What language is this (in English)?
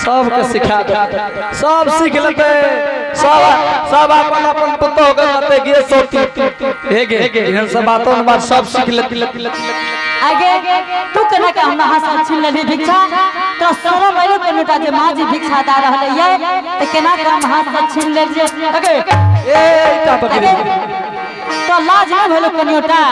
Angika